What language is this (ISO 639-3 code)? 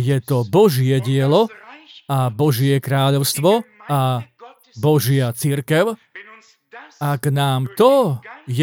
slk